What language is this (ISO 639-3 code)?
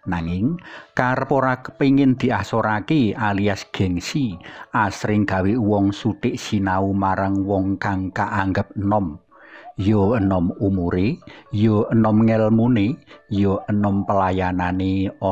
jav